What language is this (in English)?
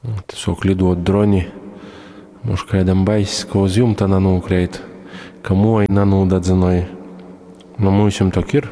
Latgalian